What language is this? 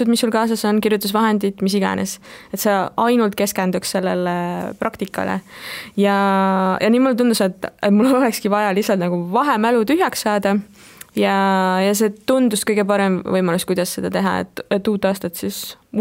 Estonian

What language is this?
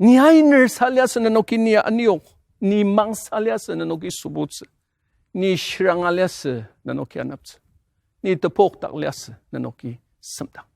Ao Naga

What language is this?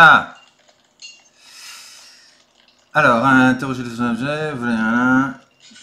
French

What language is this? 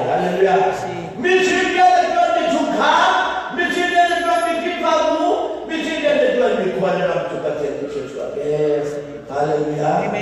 Hakha Chin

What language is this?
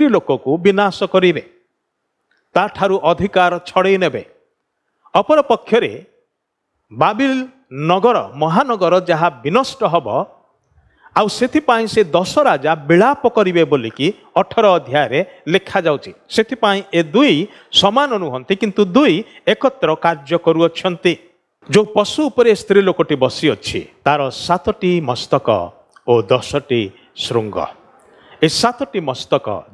Odia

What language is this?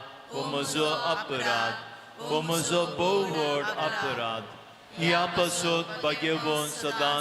Konkani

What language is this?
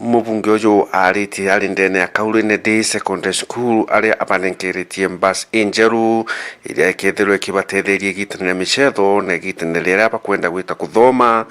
Meru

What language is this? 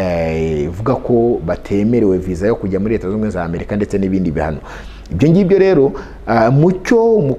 Kinyarwanda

